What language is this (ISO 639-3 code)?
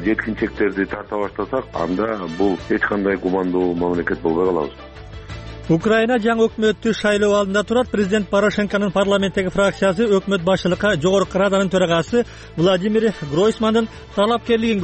kir